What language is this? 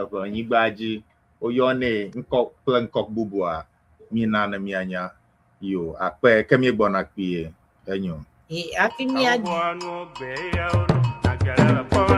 Ewe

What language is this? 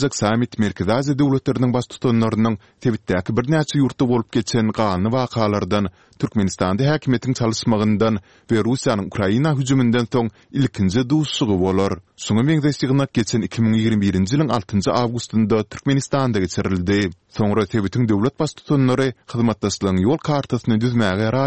Turkmen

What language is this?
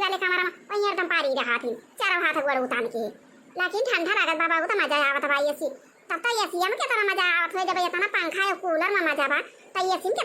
Awadhi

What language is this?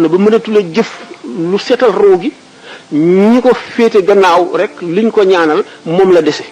Wolof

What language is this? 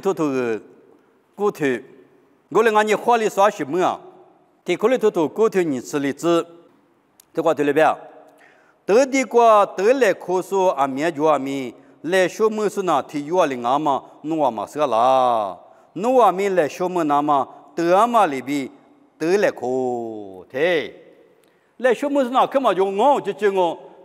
Lisu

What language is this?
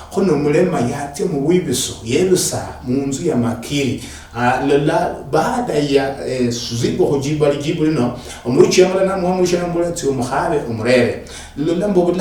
Luyia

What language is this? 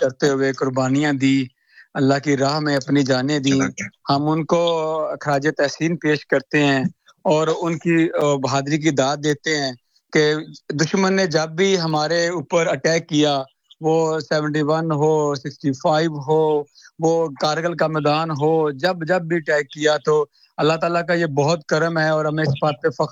Urdu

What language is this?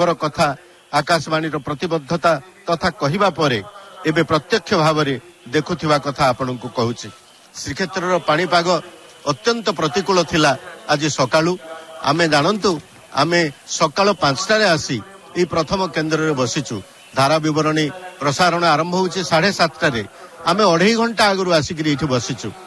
Odia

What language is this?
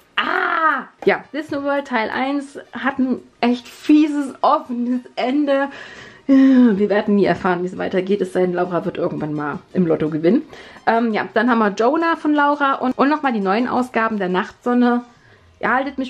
German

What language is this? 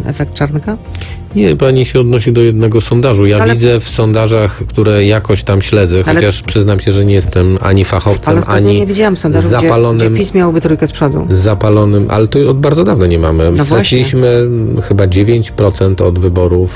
Polish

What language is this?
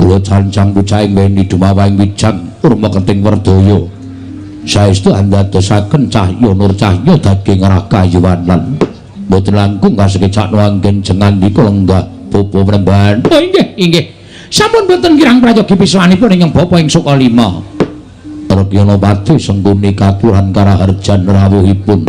Javanese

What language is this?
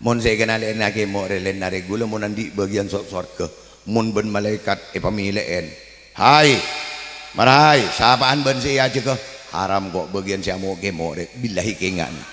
Madurese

